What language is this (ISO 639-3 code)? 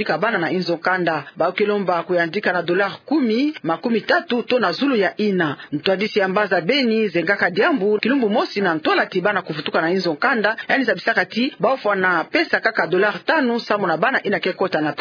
ktu